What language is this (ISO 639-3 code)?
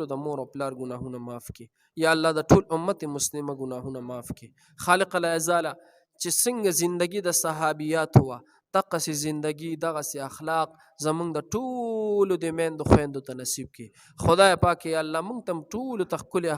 pus